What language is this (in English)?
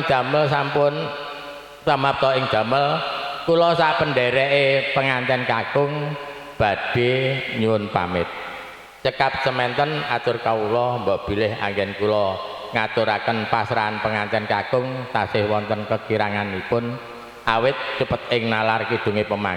Javanese